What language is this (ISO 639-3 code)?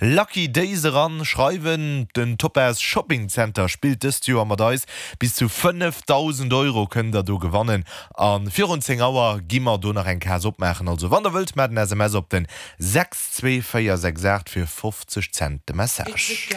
ltz